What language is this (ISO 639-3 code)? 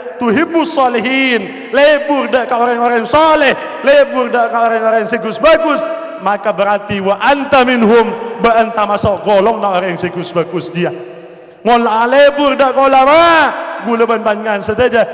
mad